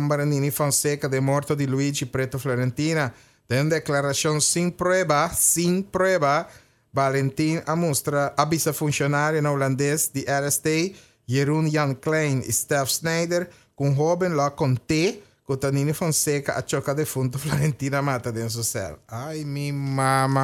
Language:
Papiamento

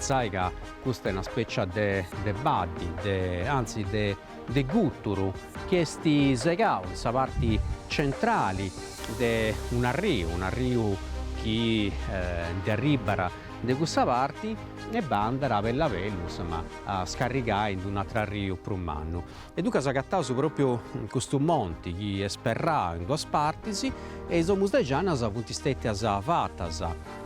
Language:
Sardinian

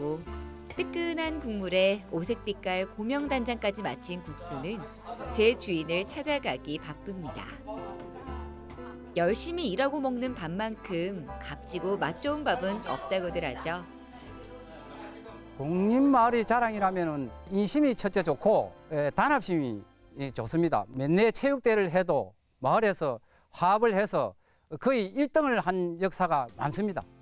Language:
Korean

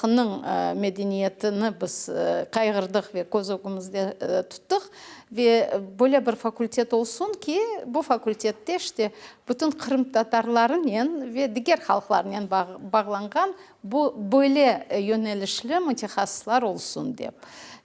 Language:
Crimean Tatar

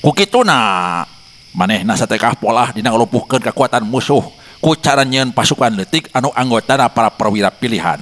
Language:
Sundanese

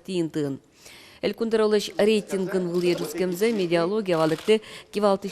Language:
Udmurt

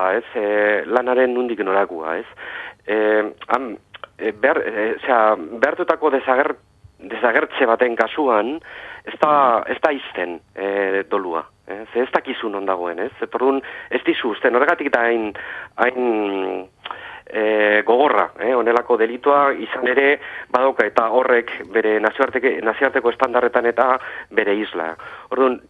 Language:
Basque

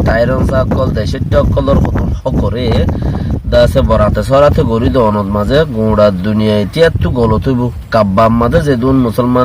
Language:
Rohingya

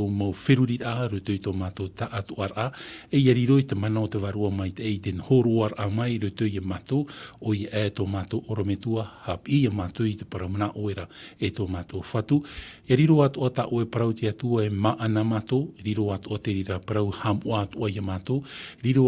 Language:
Tahitian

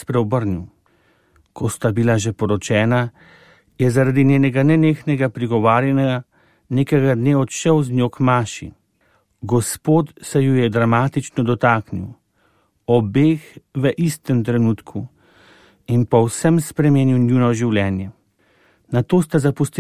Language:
Slovenian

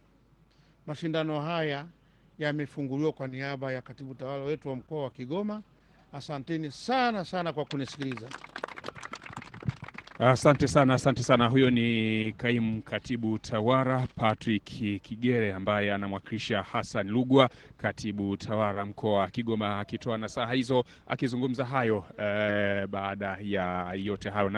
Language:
Swahili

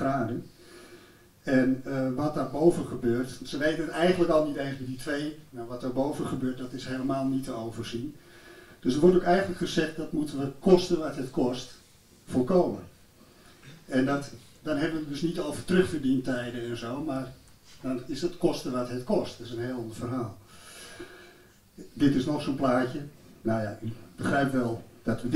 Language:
Dutch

